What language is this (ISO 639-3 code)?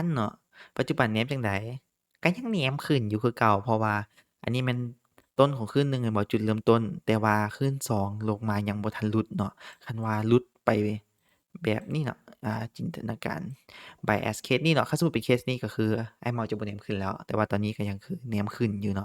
lao